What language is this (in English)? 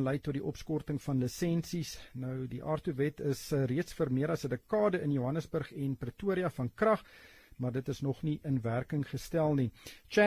Afrikaans